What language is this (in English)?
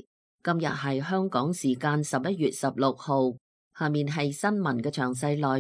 Cantonese